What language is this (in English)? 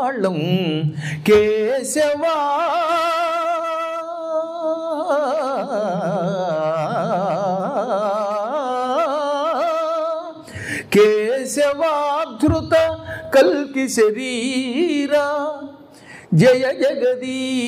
Telugu